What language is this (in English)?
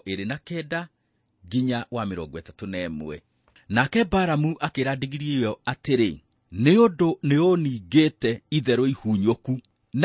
Kikuyu